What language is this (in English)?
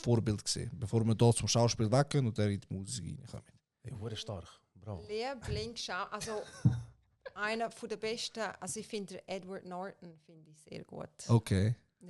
Swiss German